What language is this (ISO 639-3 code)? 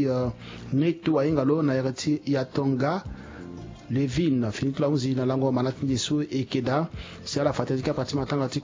sag